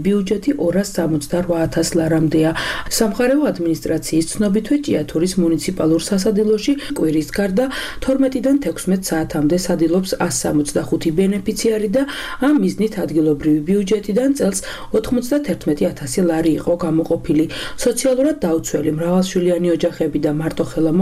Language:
Georgian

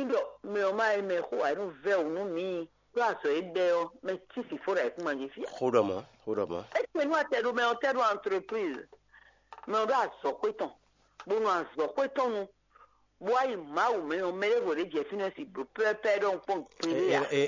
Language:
Fon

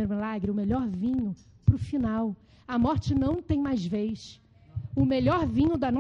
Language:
Portuguese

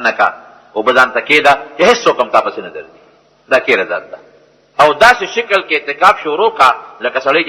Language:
Pashto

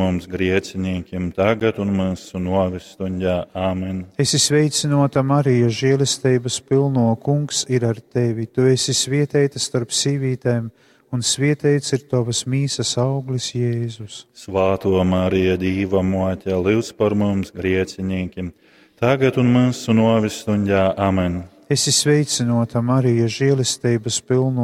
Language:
Latgalian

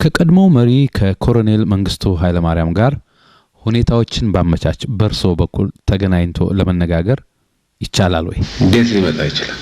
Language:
Amharic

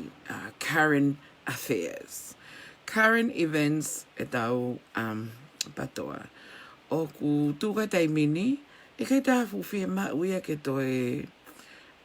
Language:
Tongan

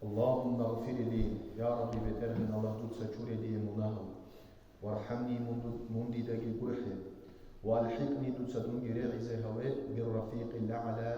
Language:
Avaric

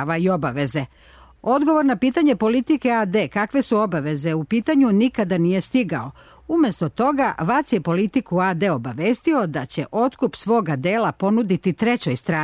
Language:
Serbian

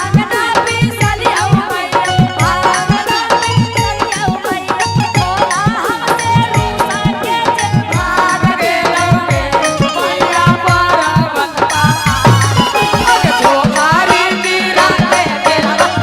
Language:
Magahi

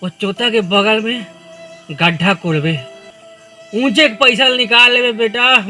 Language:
Chhattisgarhi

